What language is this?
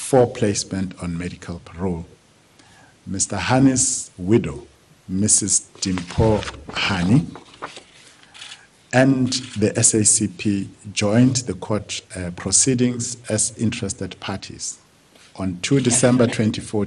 English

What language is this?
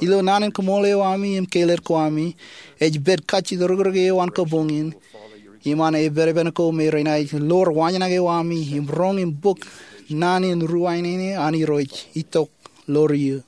Marshallese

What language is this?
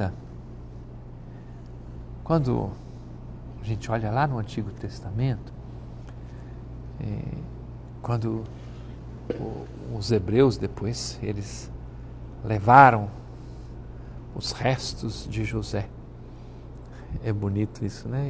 Portuguese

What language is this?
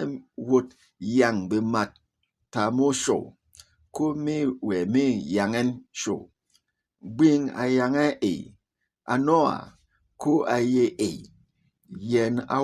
Berom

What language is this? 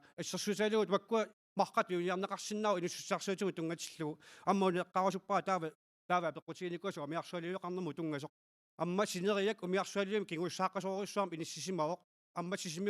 Kalaallisut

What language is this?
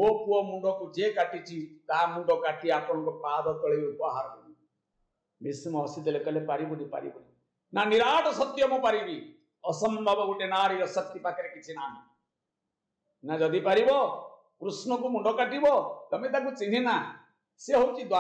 Odia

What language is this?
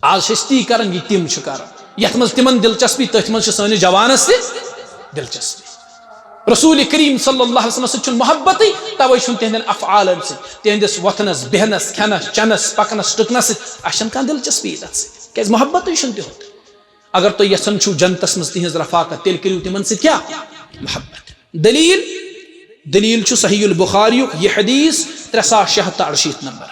Kashmiri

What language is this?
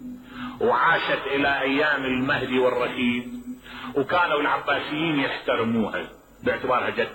Mesopotamian Arabic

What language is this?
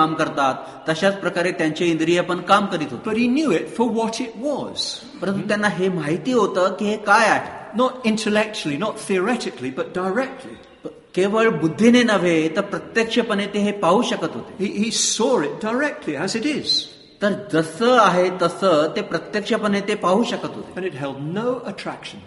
Marathi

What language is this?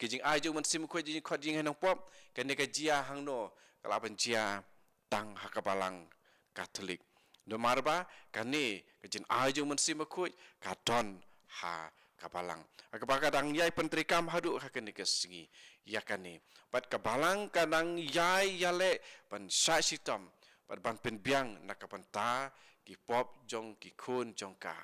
Khasi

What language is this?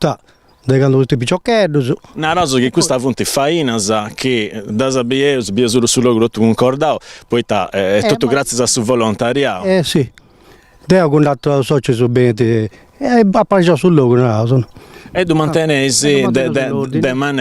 Sardinian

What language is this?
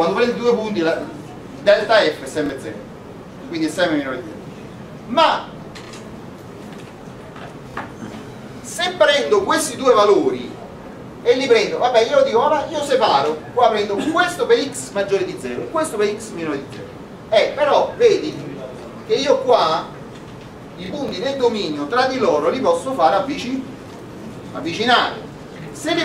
Italian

